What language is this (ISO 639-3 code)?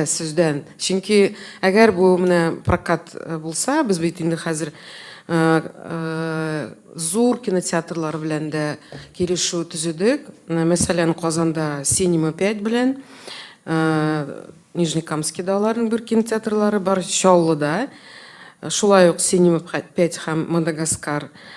tat